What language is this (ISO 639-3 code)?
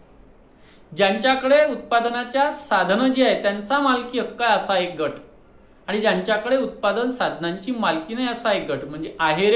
mar